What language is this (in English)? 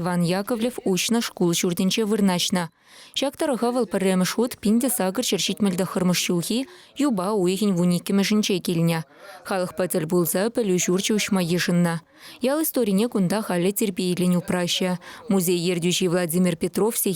Chuvash